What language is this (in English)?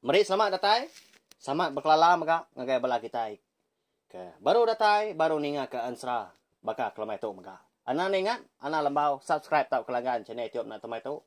Iban